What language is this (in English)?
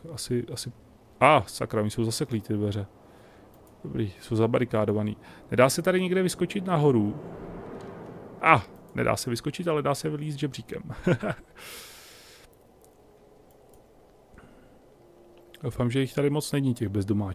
Czech